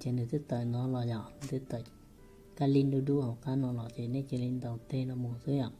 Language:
Hmong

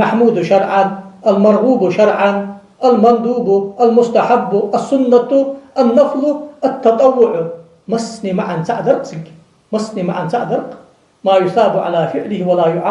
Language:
Ingush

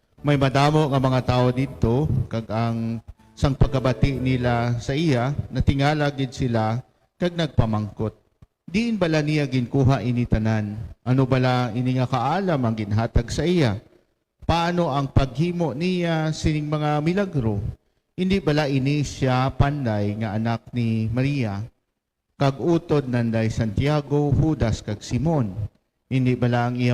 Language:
Hiligaynon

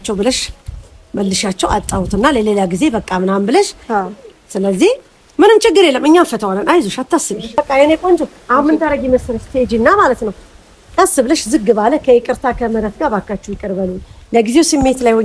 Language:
Amharic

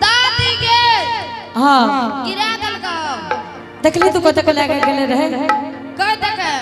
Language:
Angika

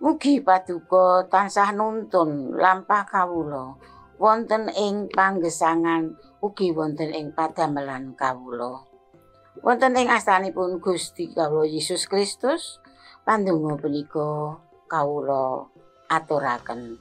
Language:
Javanese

